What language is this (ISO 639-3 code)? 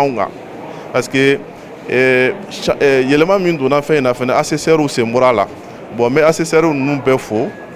bam